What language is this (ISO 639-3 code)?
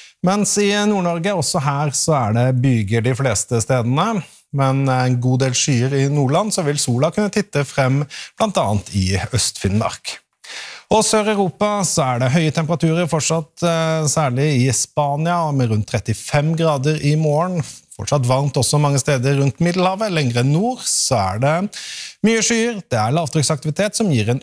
nor